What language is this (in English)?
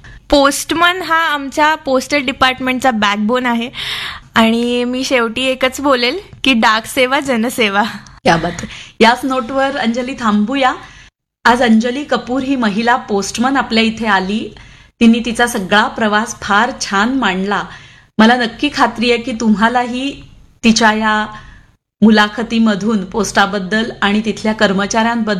Marathi